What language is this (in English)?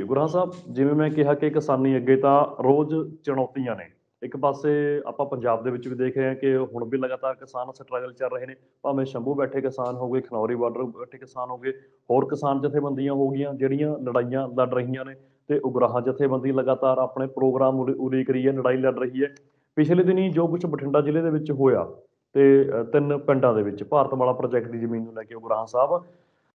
Punjabi